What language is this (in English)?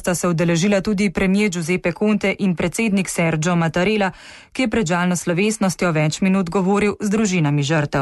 Slovenian